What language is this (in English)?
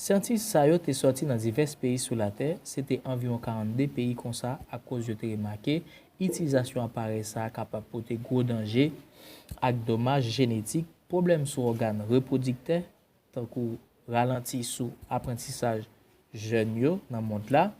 Haitian Creole